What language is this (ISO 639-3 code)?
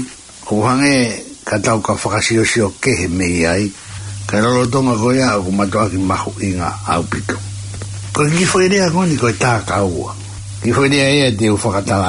ton